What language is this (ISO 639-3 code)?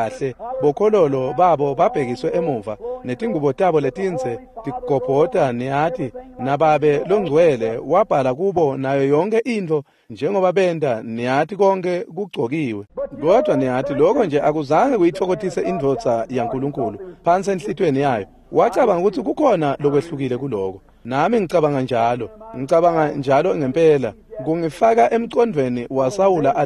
ssw